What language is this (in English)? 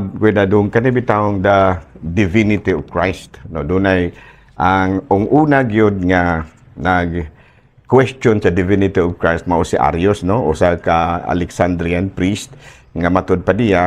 Cebuano